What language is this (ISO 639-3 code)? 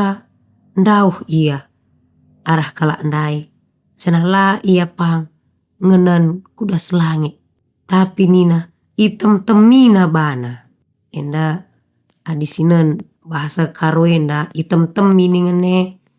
btx